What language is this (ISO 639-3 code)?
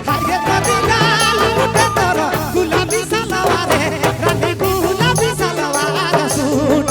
sck